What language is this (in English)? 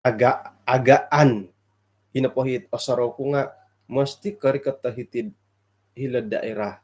Central Dusun